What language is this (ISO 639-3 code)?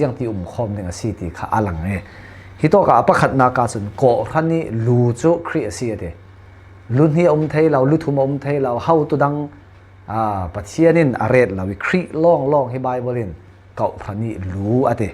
cfm